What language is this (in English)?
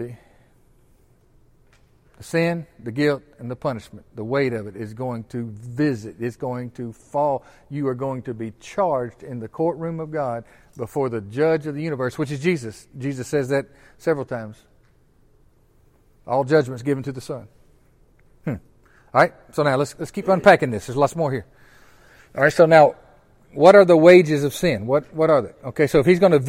English